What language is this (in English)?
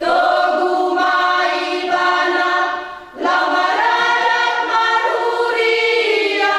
Batak Toba